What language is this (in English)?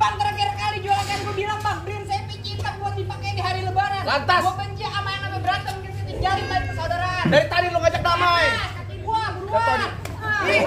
Betawi